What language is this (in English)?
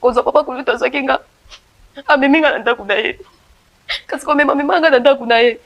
Lingala